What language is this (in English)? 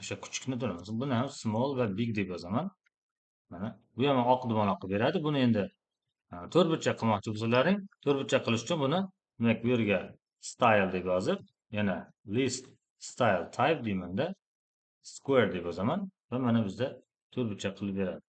Uzbek